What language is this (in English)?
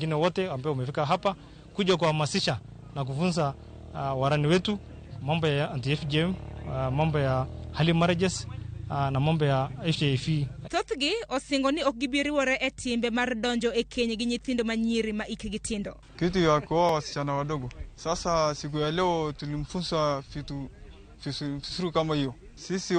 Luo (Kenya and Tanzania)